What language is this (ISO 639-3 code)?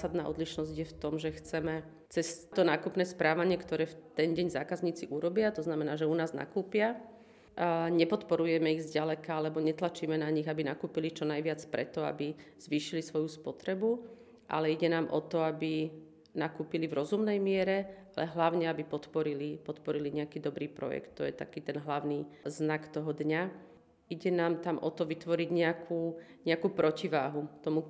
slk